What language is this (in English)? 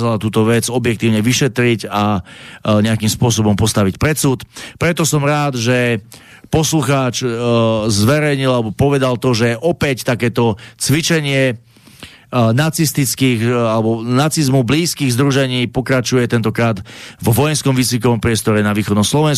Slovak